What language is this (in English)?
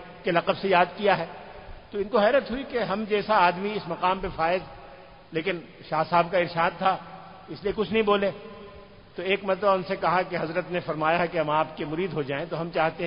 Urdu